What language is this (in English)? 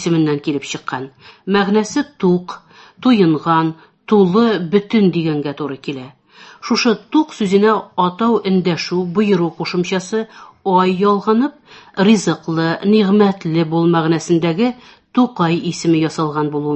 Tatar